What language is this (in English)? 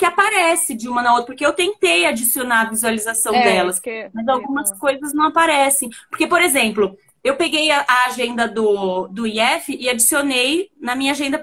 Portuguese